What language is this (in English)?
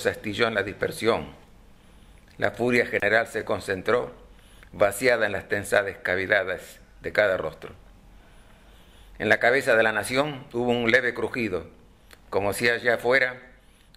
Spanish